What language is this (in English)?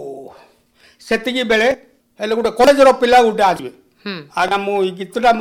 Odia